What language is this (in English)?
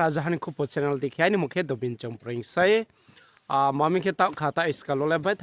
Riang (India)